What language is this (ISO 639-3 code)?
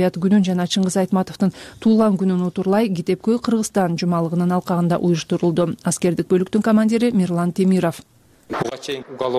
kir